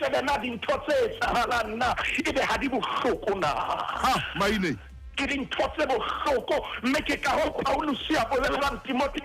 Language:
Southern Sotho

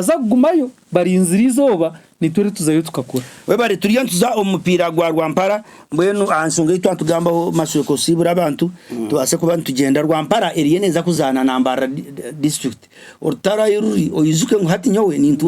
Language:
Nyankole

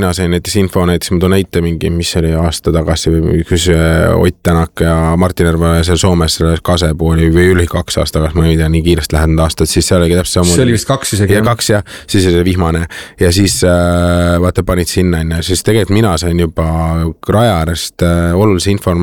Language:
Estonian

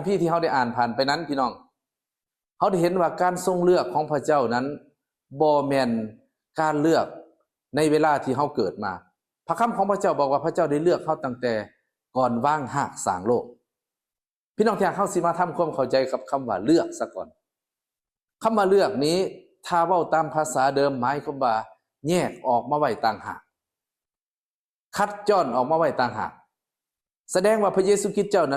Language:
Lao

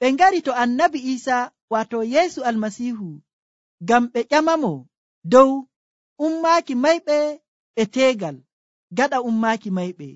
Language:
Nigerian Fulfulde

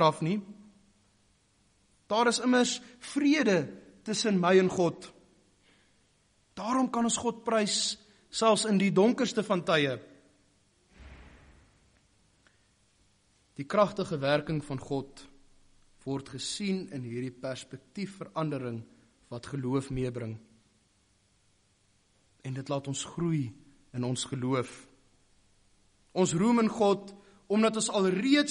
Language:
Afrikaans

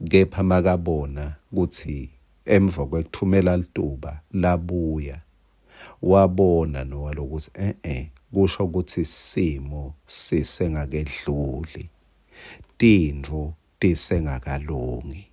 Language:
Swati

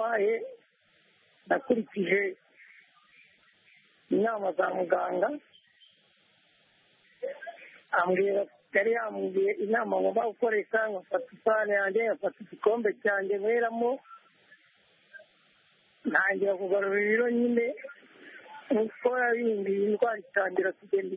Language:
Kinyarwanda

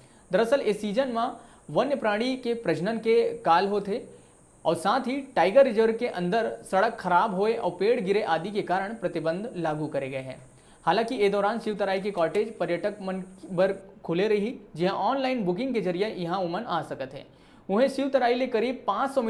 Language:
Chhattisgarhi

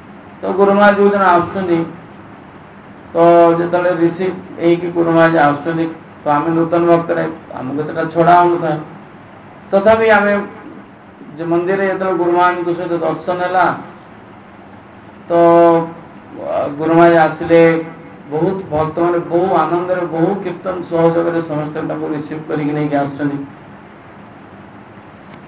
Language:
Odia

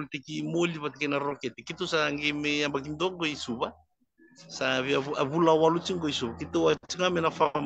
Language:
Fijian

